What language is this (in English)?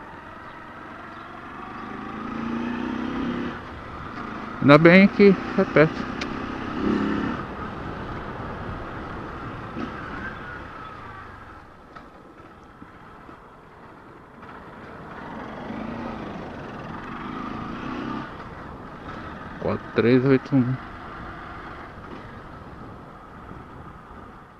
Portuguese